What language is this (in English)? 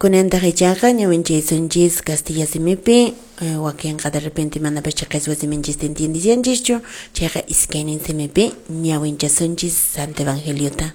Quechua